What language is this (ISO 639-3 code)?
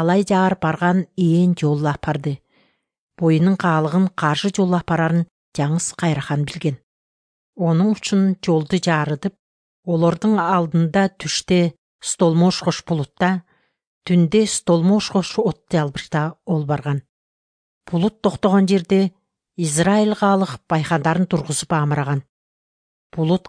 kir